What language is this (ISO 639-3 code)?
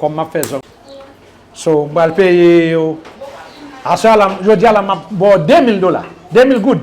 hat